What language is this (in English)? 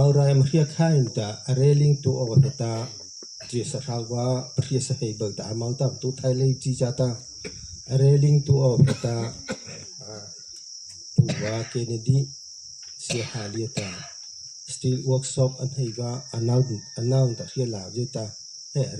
Mara Chin